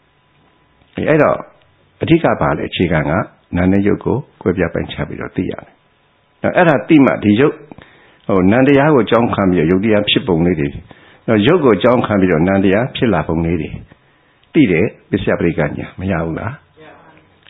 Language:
Burmese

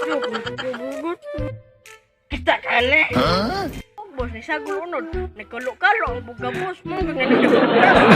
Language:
Cebuano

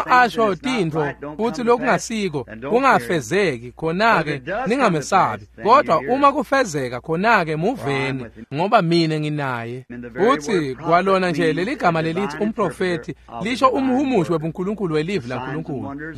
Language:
Swati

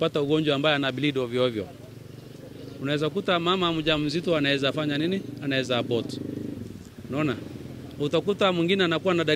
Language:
Swahili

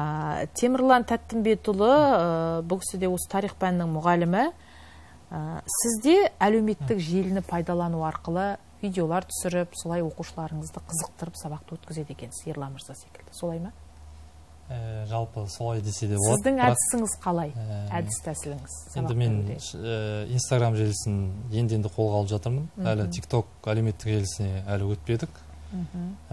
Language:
Kazakh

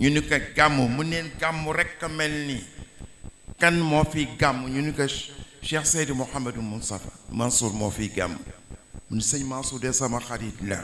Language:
Wolof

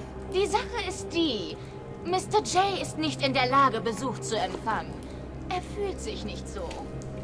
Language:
Swiss German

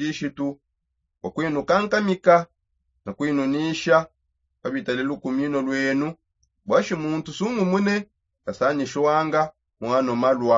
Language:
Songe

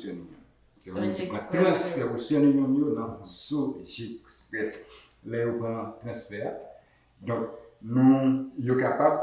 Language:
Haitian Creole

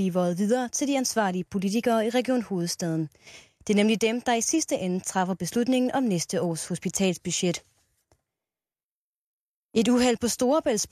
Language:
Danish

